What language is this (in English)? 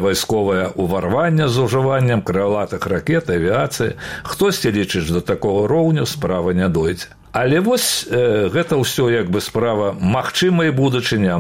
Belarusian